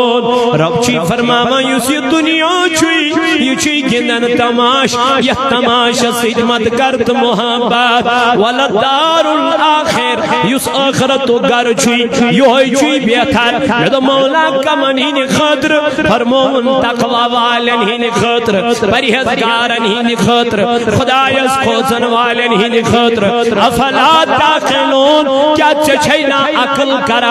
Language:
Kashmiri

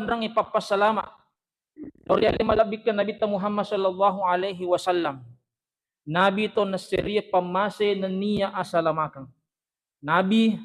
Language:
Buginese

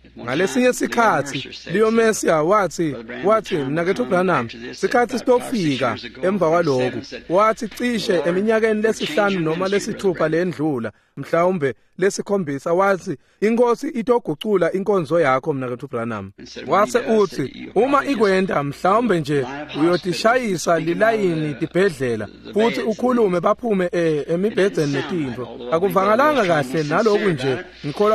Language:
Swati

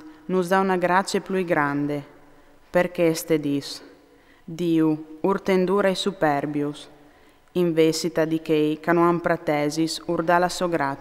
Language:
Friulian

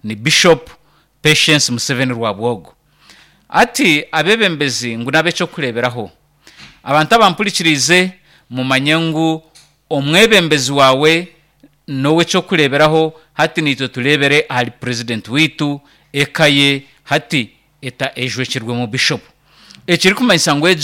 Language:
Nyankole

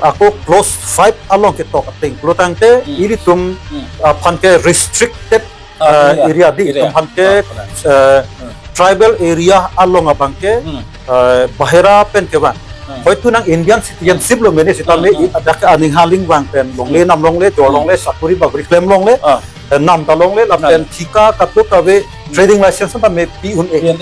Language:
Karbi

